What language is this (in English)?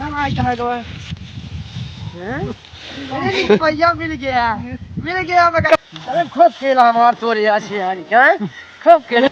Awadhi